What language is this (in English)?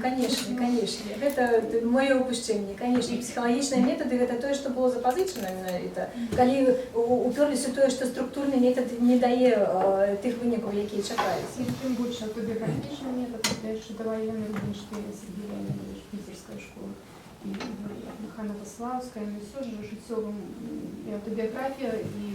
Belarusian